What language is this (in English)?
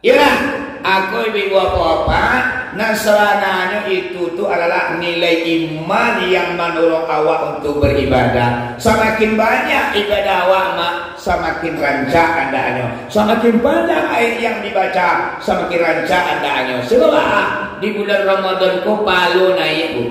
Minangkabau